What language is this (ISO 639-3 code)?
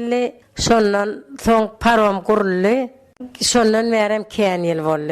tuk